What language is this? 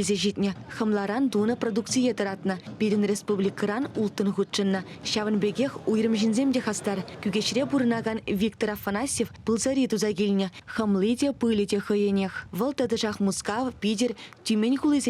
Chuvash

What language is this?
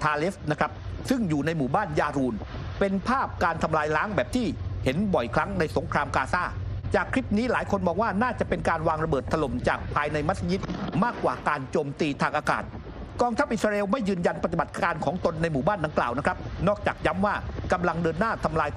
Thai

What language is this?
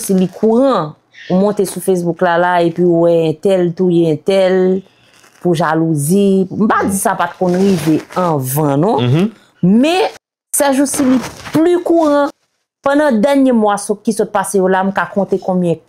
Haitian Creole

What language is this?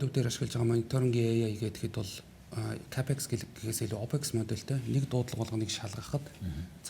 Mongolian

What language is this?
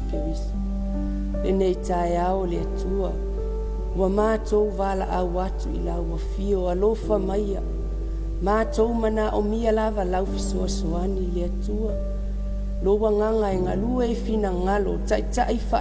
Samoan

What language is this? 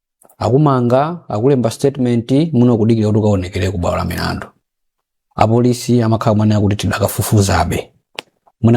Nyanja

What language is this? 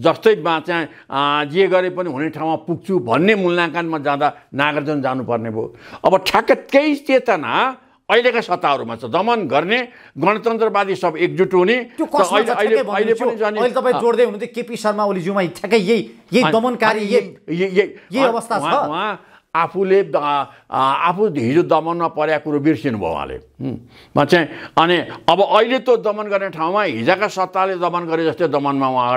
Nepali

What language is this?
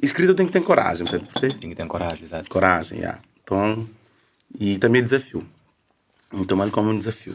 Kabuverdianu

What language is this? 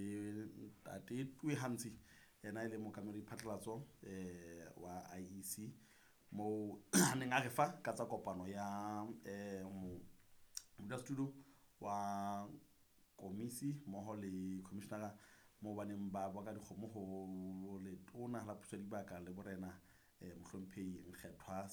Southern Sotho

